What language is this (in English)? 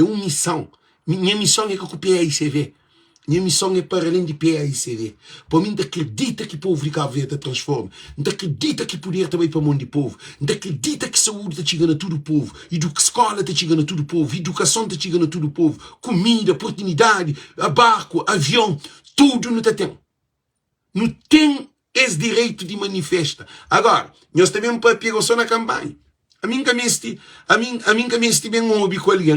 Kabuverdianu